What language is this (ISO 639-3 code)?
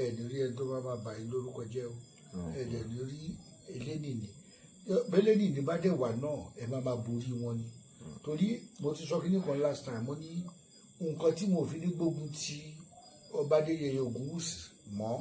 yor